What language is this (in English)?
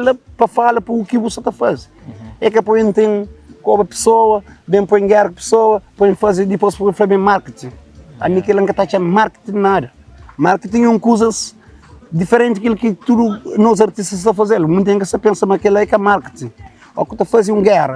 Kabuverdianu